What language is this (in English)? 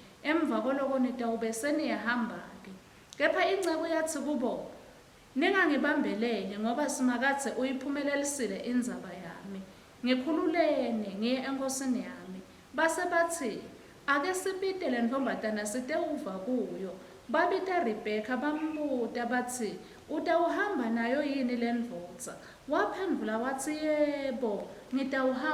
Swati